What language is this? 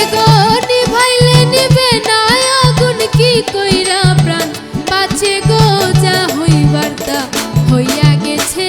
Sylheti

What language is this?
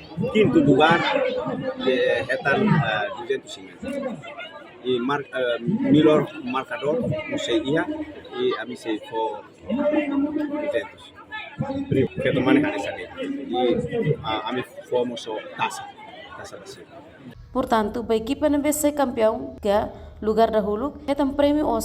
Tetum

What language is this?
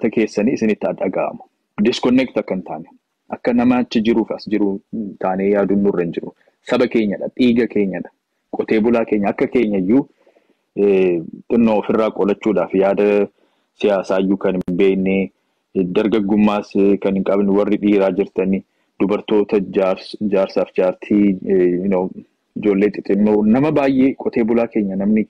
Oromo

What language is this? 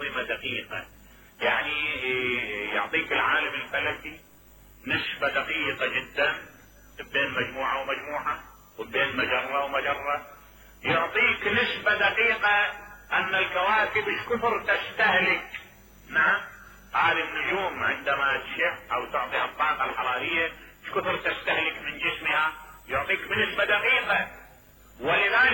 Mesopotamian Arabic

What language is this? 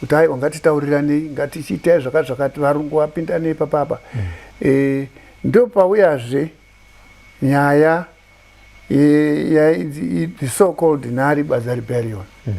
Shona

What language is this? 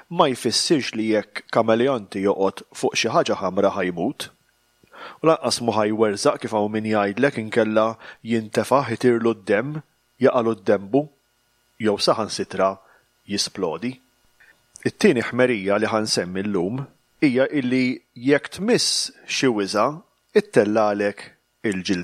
Maltese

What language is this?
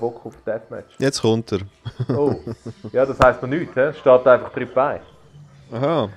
Swiss German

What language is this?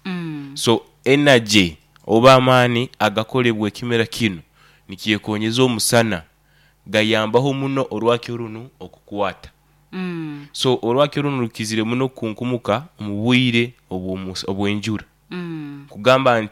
Nyoro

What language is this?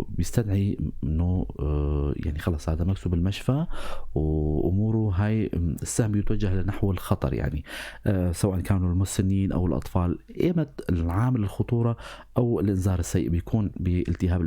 North Levantine Arabic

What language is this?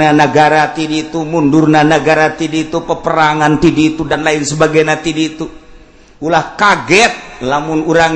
Sundanese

